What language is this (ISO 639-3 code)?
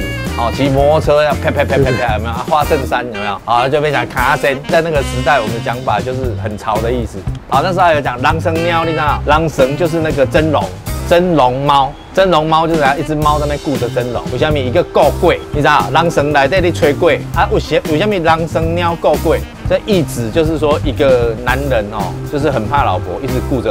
zho